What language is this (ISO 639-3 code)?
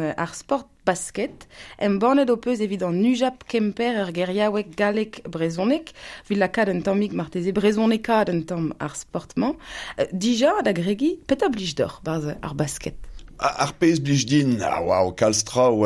bre